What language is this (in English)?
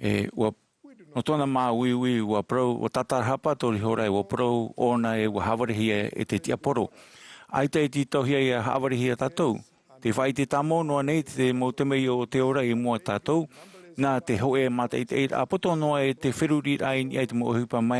Tahitian